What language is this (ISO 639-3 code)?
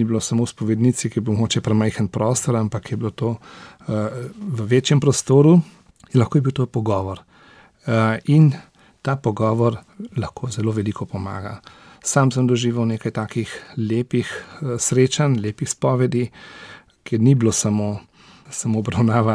slv